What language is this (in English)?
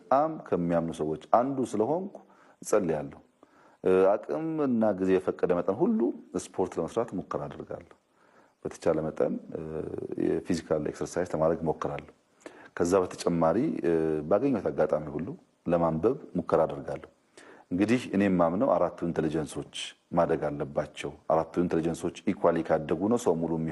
Amharic